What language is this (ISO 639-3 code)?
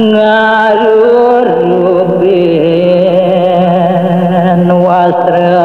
ban